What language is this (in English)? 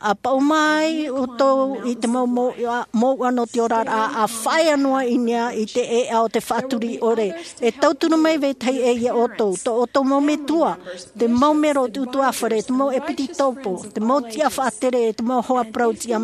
Tahitian